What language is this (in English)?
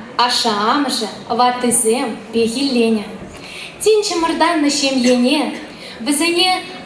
Chuvash